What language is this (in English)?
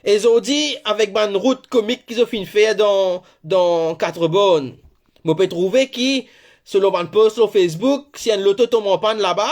Morisyen